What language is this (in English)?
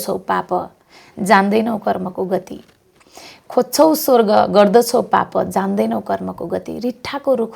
Nepali